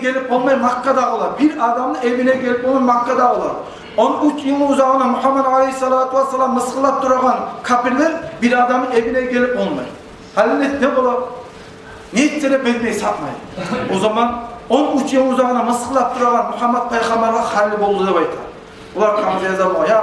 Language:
Kumyk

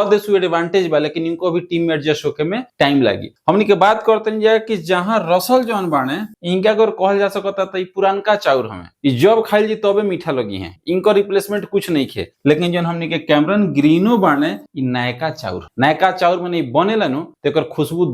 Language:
Bhojpuri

